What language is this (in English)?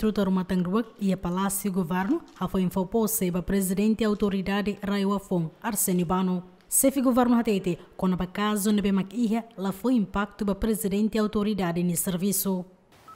Tetum